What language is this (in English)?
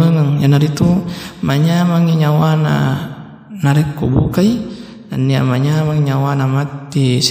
Buginese